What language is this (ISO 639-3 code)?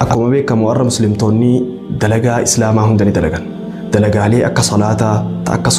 orm